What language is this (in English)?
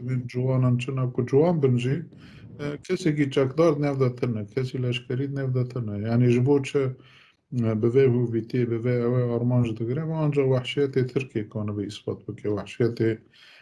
Kurdish